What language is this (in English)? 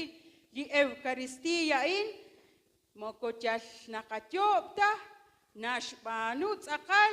Kekchí